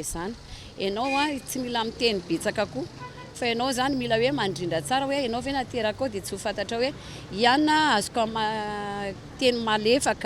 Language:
Malagasy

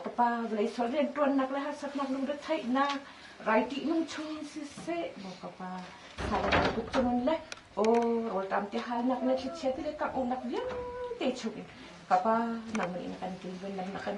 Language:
Hakha Chin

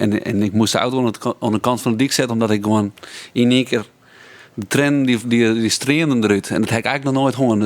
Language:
Western Frisian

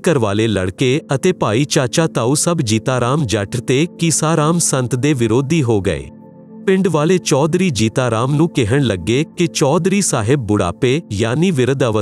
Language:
Punjabi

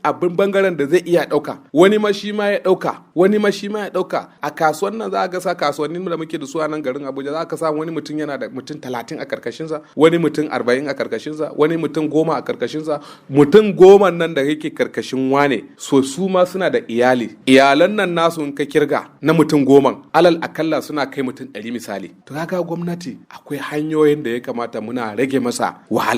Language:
Hausa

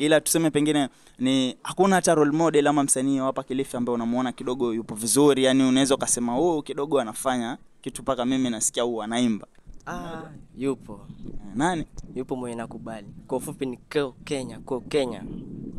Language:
Swahili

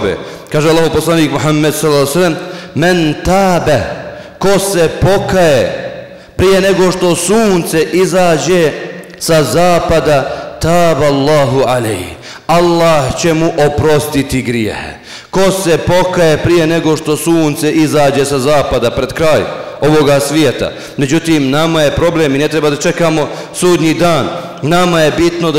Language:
Bosnian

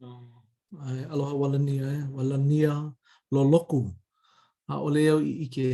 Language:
Hawaiian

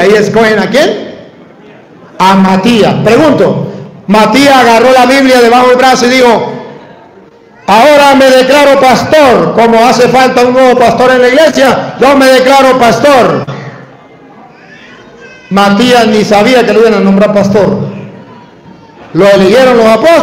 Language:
Spanish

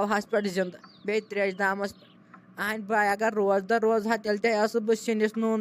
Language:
Kashmiri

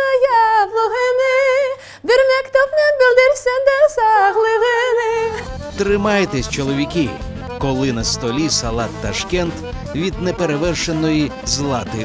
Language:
Crimean Tatar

